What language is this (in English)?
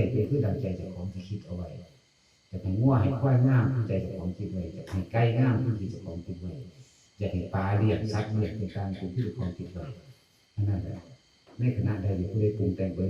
Northeastern Thai